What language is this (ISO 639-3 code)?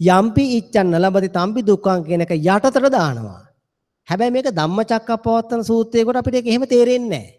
sin